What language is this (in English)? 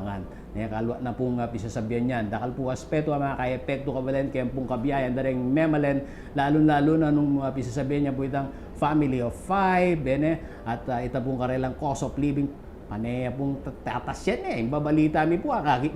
Pampanga